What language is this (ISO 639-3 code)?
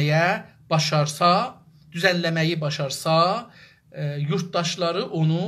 azb